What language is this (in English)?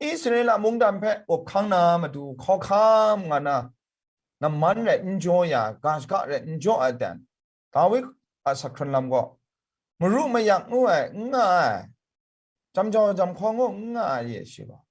Kachin